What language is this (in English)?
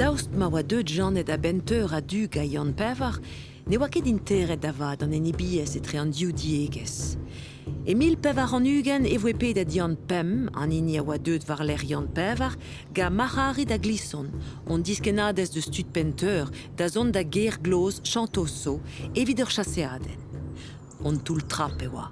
Breton